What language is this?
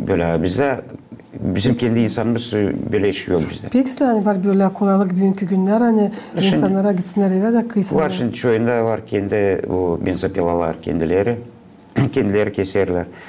Gagauz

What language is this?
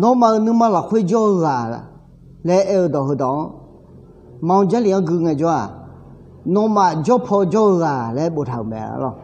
Akha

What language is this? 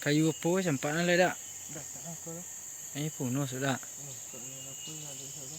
Minangkabau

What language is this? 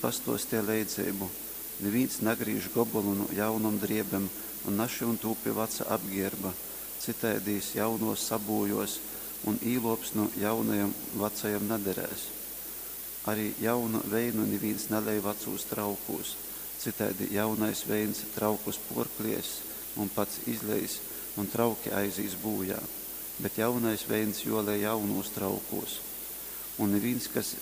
Latgalian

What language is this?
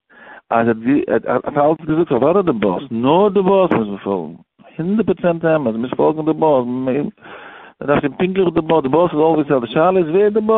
Yiddish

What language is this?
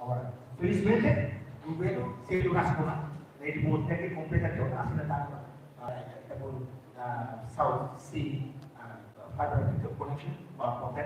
Tetum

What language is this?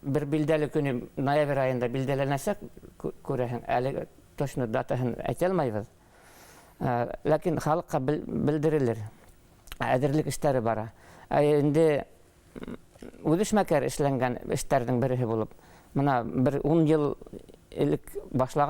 Bashkir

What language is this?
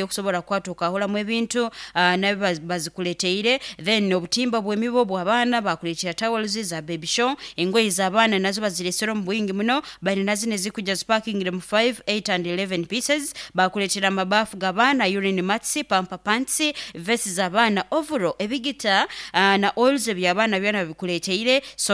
Nyankole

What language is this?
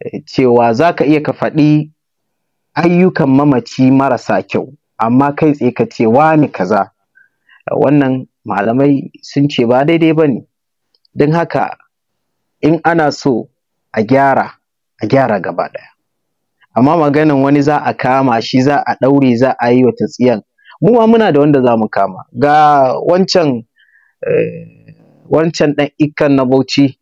Hausa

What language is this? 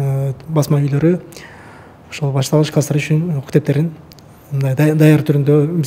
Kyrgyz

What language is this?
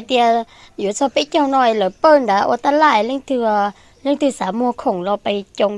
Hmong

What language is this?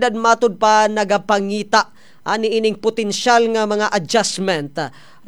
Cebuano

